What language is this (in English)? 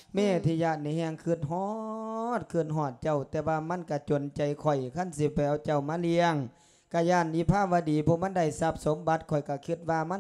Lao